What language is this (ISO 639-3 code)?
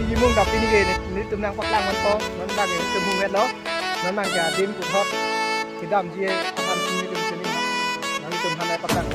mjw